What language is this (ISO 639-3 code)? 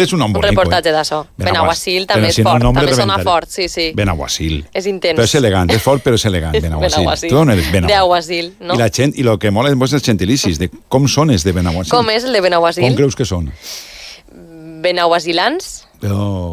cat